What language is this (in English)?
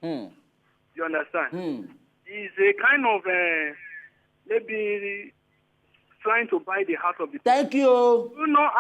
Nigerian Pidgin